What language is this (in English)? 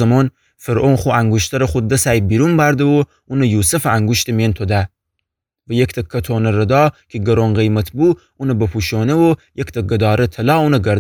Gilaki